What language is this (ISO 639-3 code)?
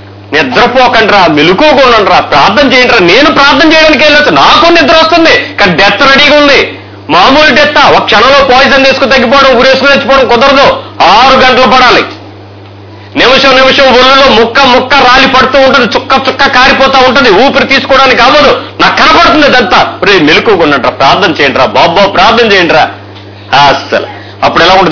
tel